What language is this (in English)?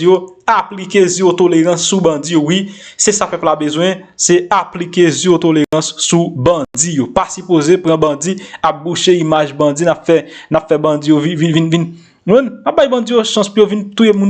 Haitian Creole